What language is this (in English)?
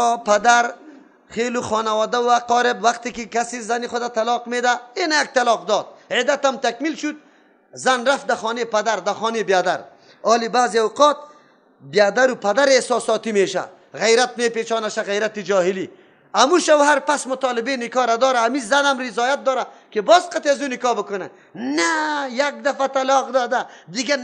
Persian